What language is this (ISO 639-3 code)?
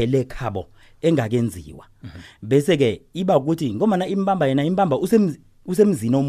nbl